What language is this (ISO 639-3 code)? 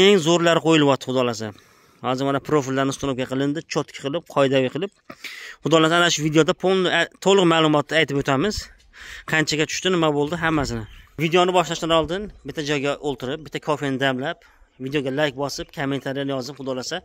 uzb